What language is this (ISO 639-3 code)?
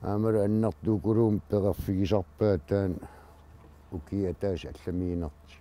kal